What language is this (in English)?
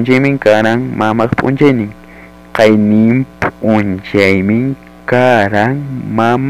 Ayacucho Quechua